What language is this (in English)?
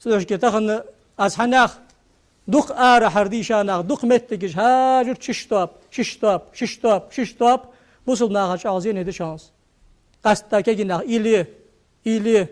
Ingush